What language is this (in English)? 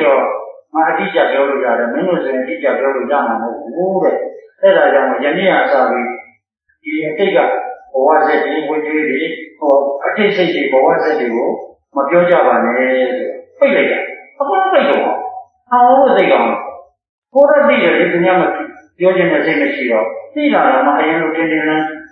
Burmese